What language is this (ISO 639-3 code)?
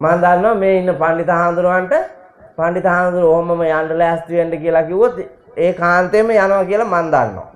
sin